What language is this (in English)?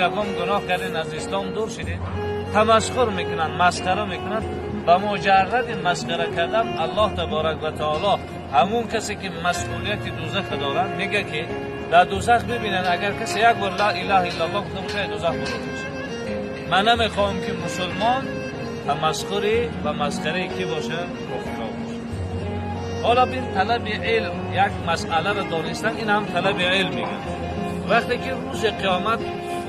Tajik